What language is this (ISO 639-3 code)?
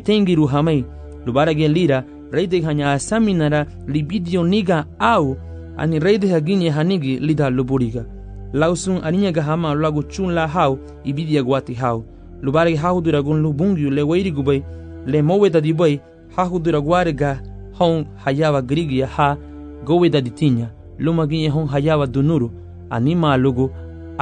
cab